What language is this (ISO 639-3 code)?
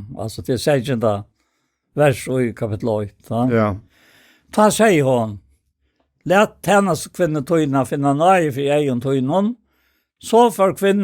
fao